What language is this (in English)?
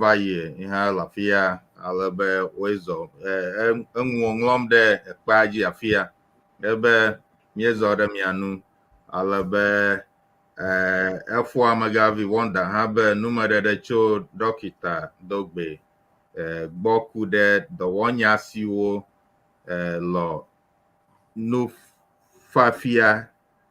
Ewe